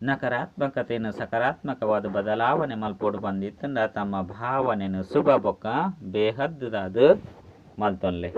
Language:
Tulu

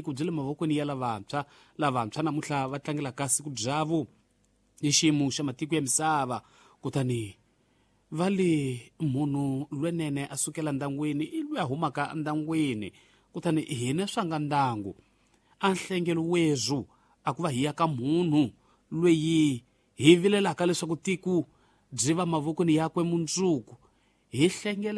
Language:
Tsonga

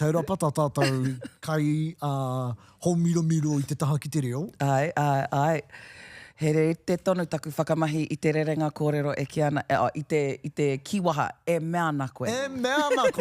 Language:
Māori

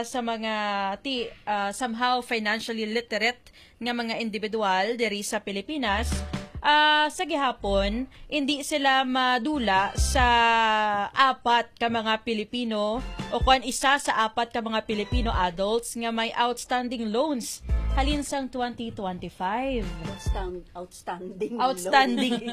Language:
Hiligaynon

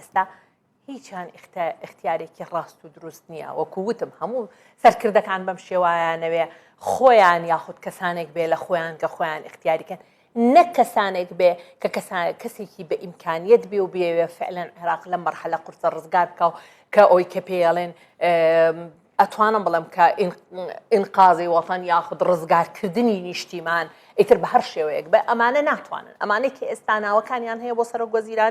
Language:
Central Kurdish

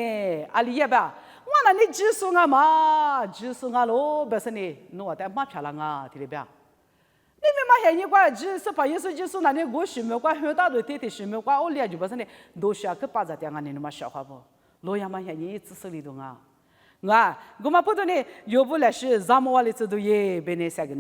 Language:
Lisu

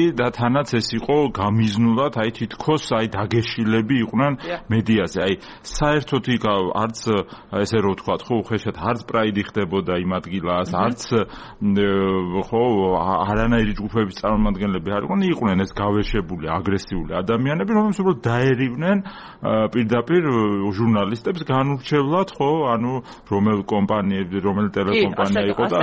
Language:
Georgian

